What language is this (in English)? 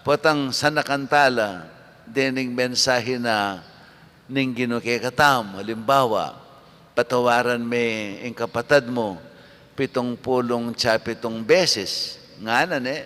Pampanga